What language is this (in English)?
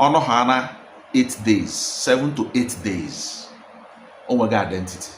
Igbo